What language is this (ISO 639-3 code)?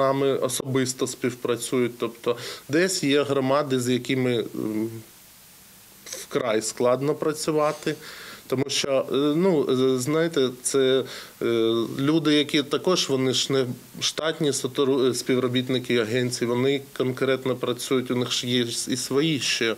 ukr